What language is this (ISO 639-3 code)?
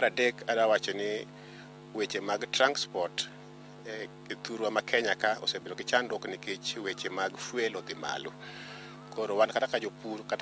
luo